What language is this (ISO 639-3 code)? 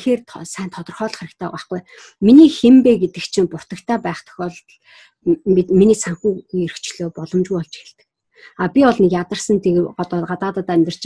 mon